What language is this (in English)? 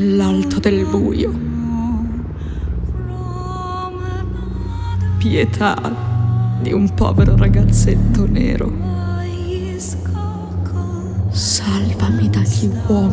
Italian